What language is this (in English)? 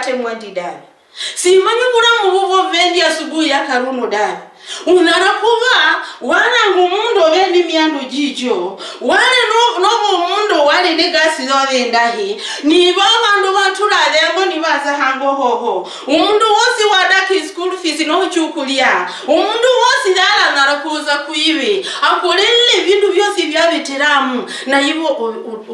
Luyia